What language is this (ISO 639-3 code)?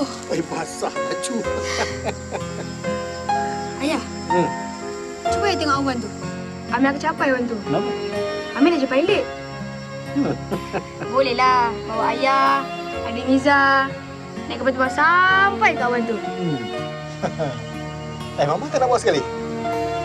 msa